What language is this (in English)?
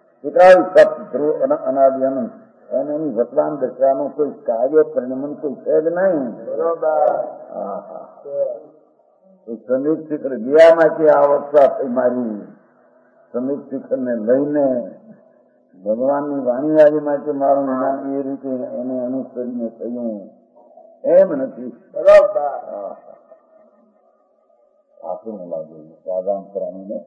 Gujarati